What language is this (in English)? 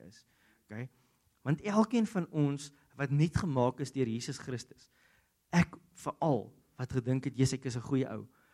Afrikaans